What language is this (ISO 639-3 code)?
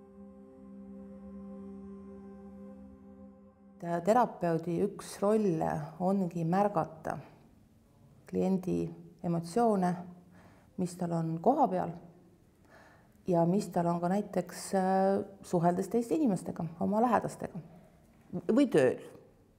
est